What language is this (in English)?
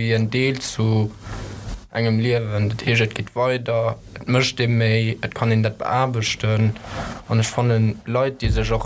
Luxembourgish